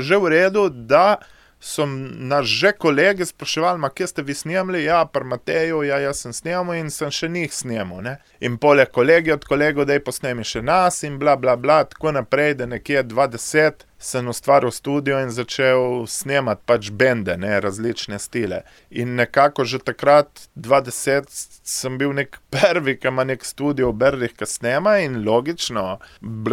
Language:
Slovenian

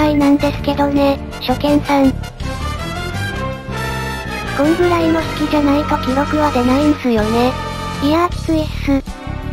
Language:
Japanese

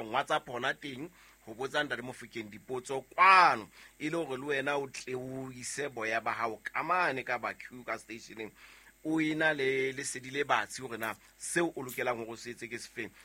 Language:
Southern Sotho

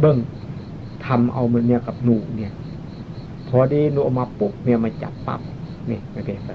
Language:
Northeastern Thai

